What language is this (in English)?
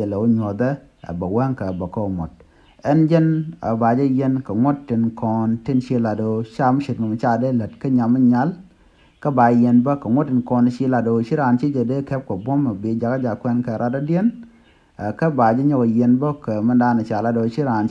Nuer